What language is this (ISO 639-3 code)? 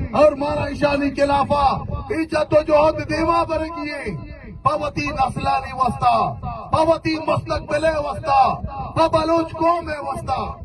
bal